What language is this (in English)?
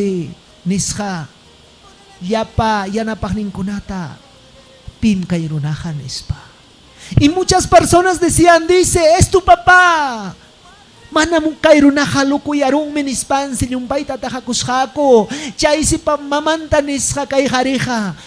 Ayacucho Quechua